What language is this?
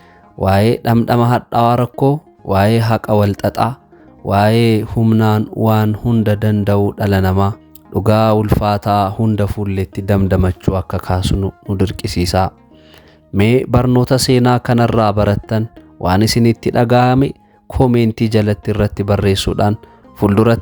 Oromo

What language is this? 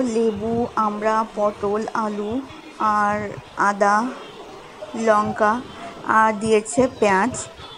Bangla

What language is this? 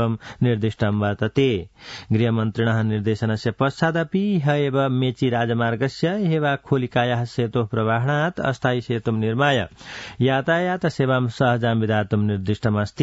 Sanskrit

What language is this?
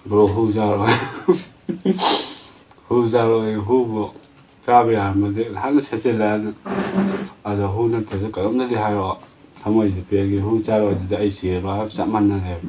Manipuri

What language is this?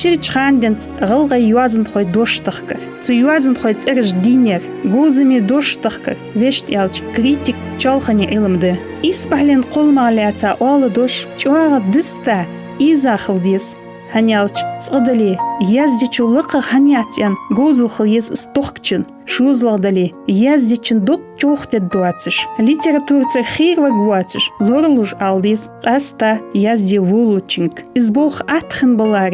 Ingush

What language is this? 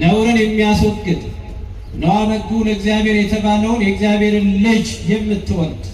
Amharic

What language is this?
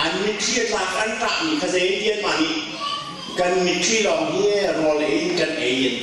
Hakha Chin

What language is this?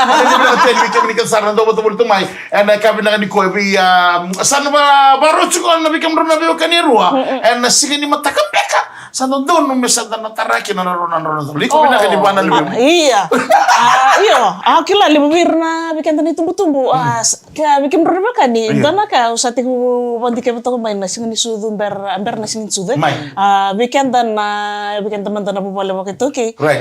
Fijian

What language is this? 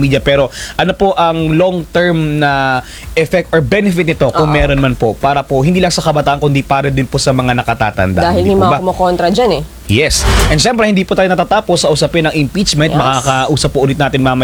Filipino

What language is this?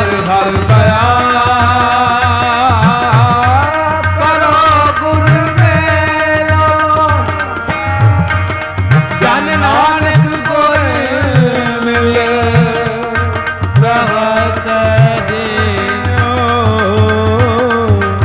Punjabi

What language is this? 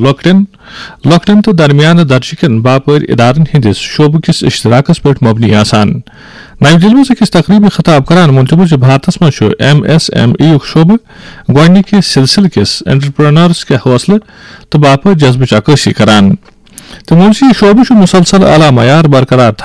Kashmiri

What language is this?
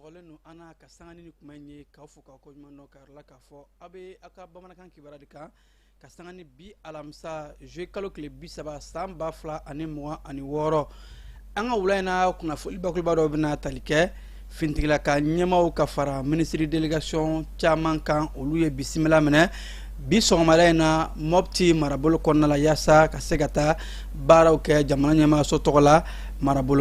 Bambara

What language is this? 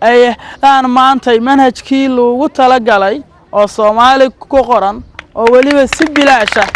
Somali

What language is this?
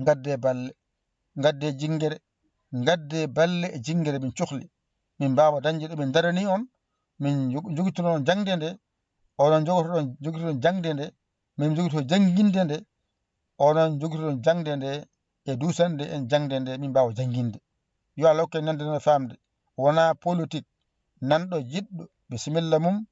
Fula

